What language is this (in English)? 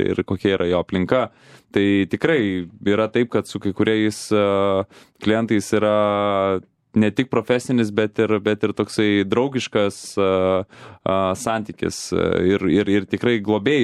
Lithuanian